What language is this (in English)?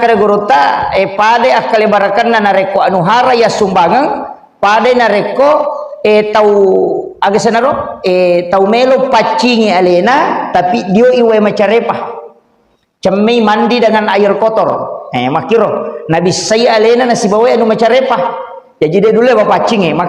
Buginese